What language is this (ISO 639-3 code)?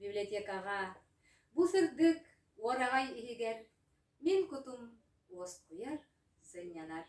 sah